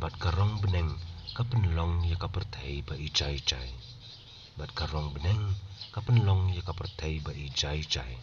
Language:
Khasi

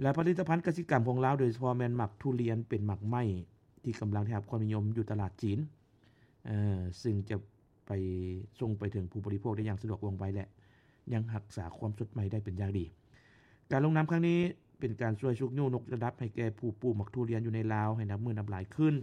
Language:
Lao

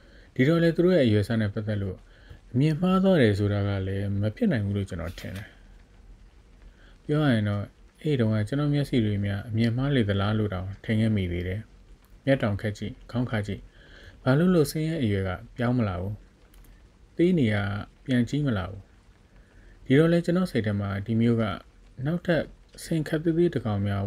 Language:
Burmese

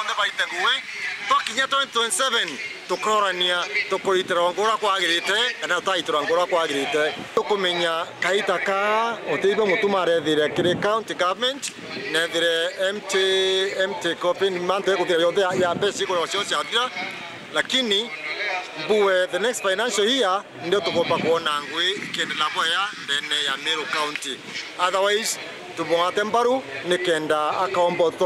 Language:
Meru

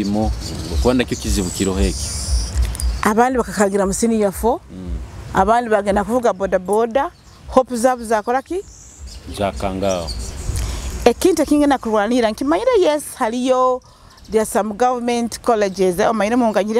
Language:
Nyoro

